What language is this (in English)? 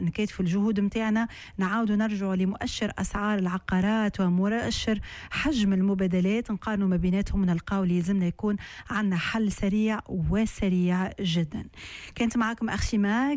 Tunisian Arabic